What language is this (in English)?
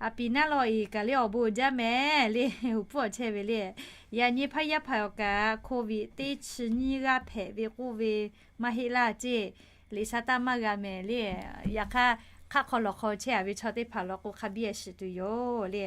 Lahu